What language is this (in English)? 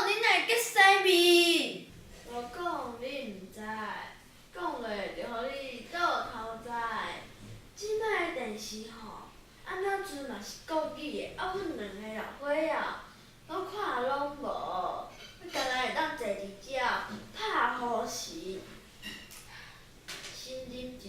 Min Nan Chinese